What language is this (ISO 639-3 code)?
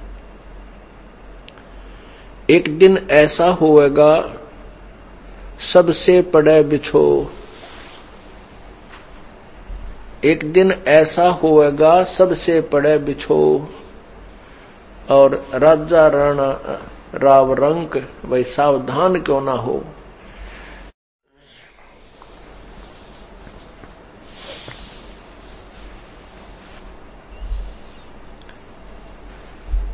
hin